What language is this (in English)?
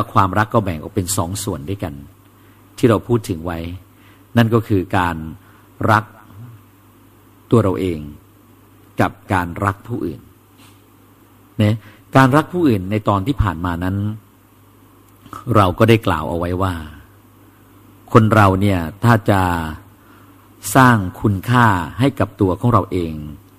Thai